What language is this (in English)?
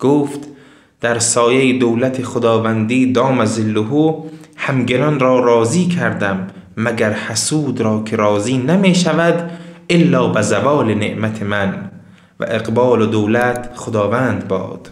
Tajik